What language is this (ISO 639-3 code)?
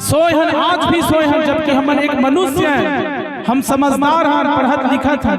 hne